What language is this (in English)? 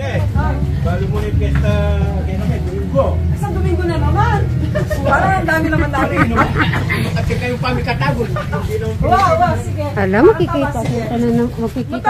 Filipino